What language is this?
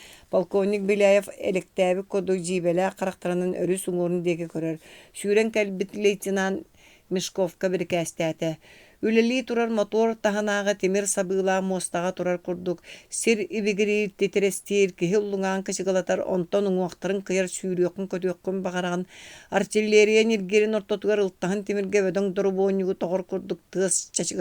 Yakut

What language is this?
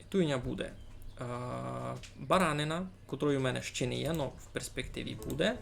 Rusyn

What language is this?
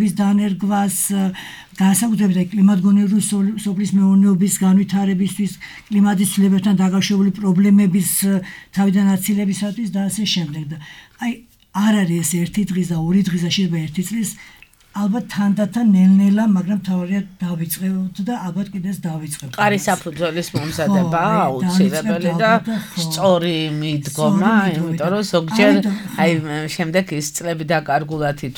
Georgian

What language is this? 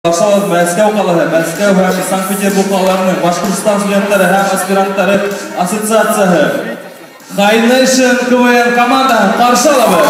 Bashkir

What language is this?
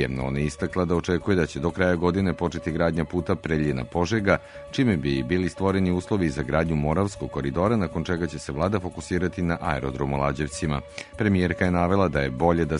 Serbian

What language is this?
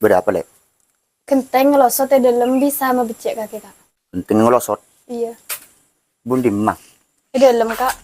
Madurese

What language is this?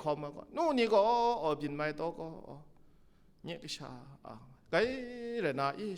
Kachin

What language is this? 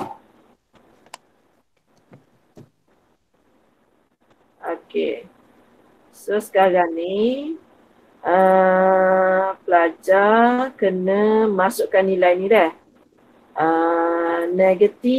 Malay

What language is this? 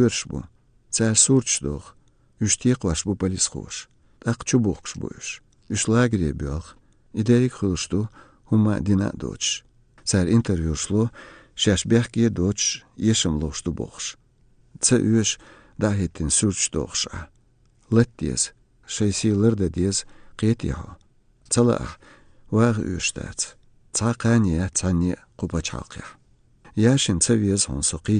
Chechen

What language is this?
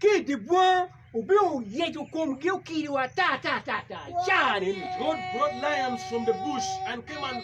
Acoli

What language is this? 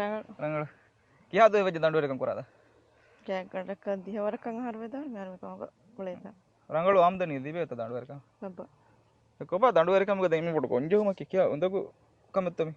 Divehi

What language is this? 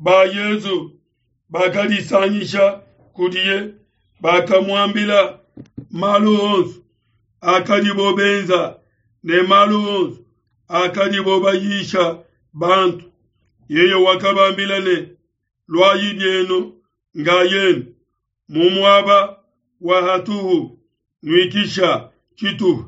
Luba-Lulua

